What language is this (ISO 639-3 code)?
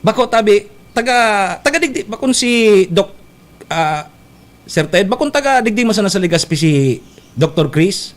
bik